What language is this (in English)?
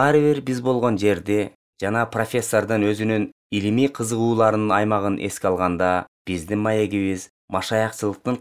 Kyrgyz